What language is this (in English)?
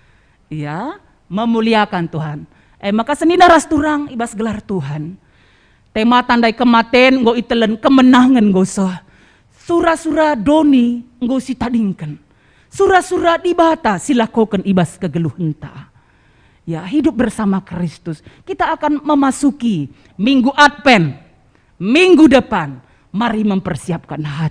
Batak Karo